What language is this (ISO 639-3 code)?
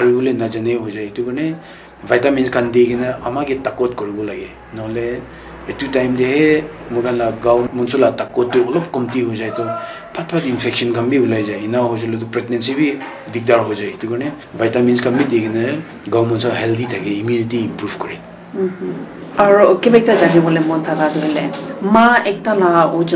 nag